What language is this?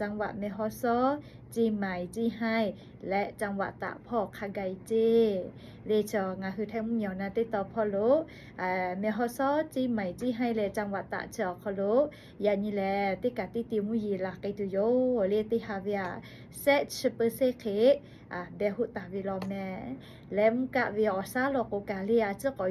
Lahu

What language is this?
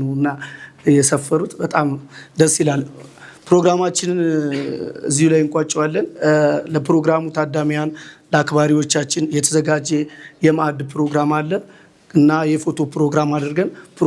Amharic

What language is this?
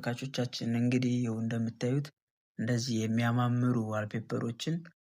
Amharic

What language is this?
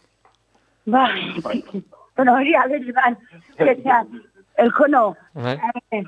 Basque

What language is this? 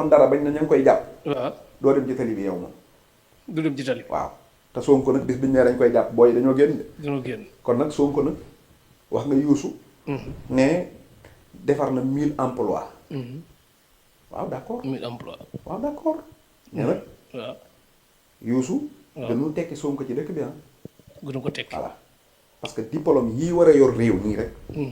Wolof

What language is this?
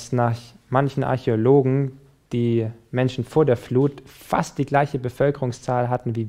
German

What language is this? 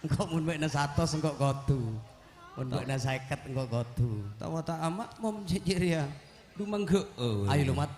Madurese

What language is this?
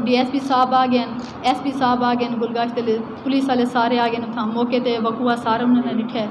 Saraiki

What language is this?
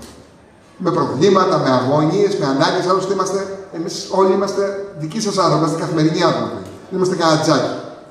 Greek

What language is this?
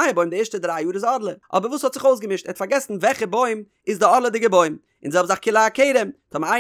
Yiddish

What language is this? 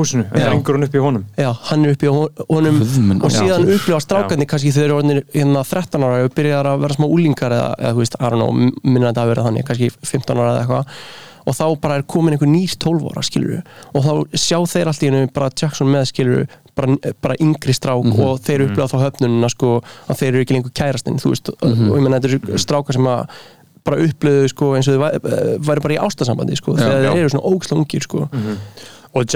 Icelandic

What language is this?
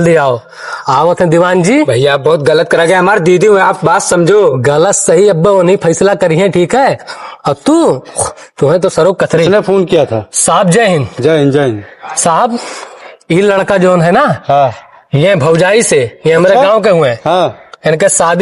Awadhi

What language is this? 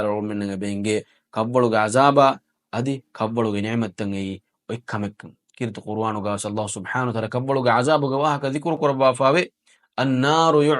Divehi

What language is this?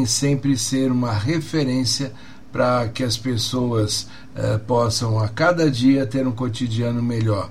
Portuguese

